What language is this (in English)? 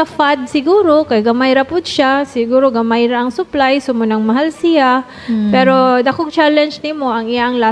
Cebuano